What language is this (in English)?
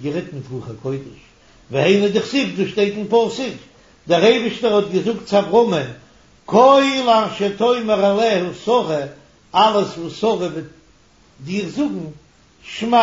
Yiddish